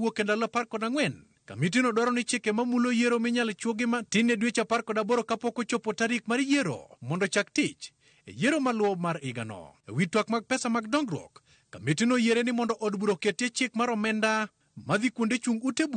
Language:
Luo (Kenya and Tanzania)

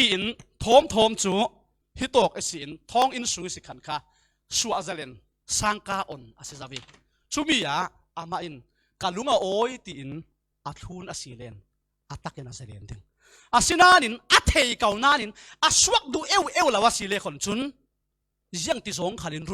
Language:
Falam Chin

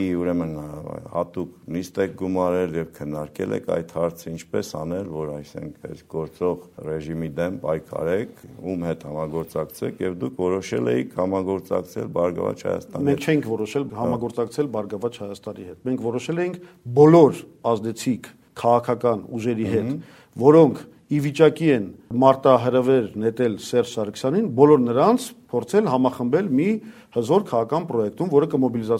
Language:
Armenian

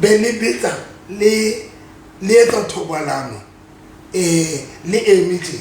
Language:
Southern Sotho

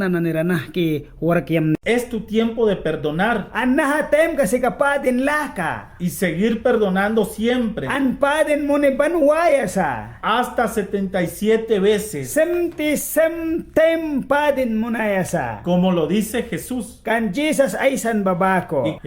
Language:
Mískito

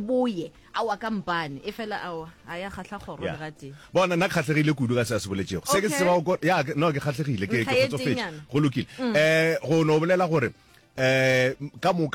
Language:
Northern Sotho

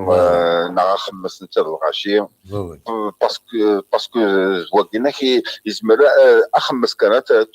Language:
Kabyle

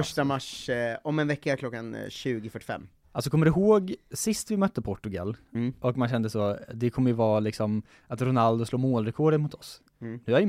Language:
Swedish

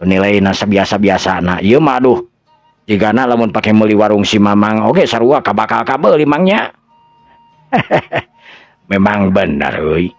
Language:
Sundanese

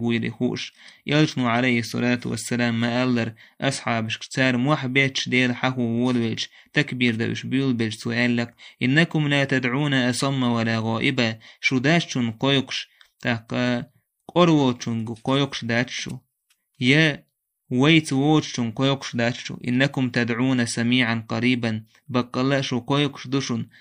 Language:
Chechen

